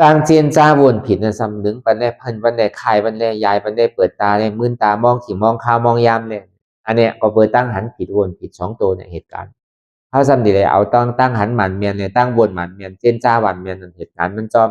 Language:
Lü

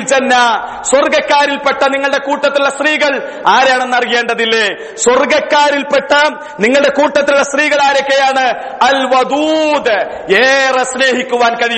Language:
Malayalam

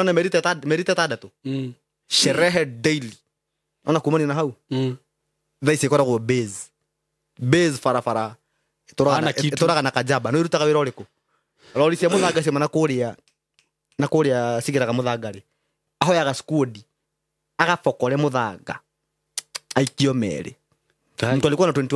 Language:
Kikuyu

